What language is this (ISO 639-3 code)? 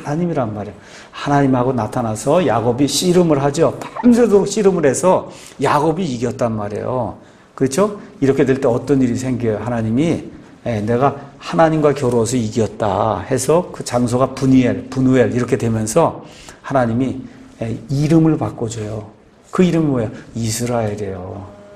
kor